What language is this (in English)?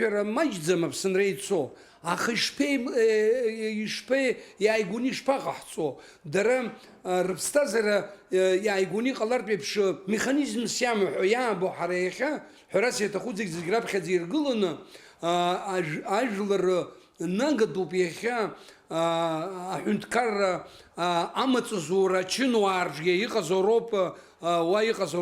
Abkhazian